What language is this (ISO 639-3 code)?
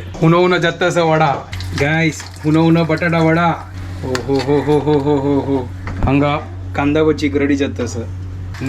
kok